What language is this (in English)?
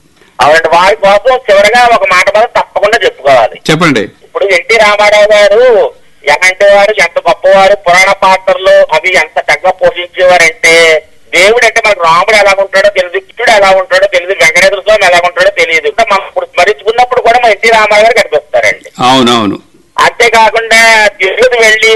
Telugu